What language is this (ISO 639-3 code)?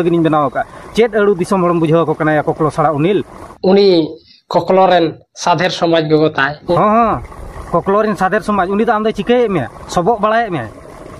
sat